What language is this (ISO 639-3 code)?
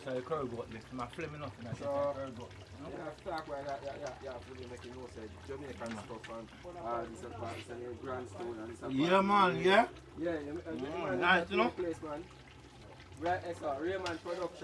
jam